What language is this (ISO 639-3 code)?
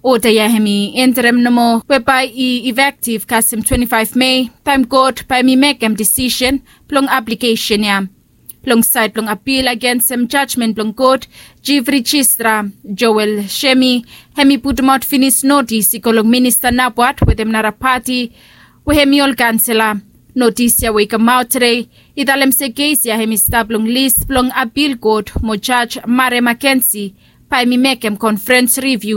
bis